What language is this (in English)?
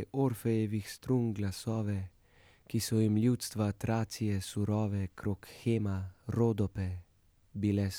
Slovenian